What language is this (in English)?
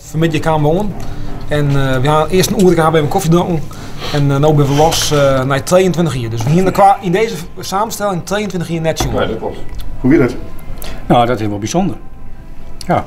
Western Frisian